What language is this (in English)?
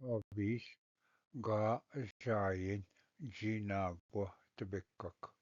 Ojibwa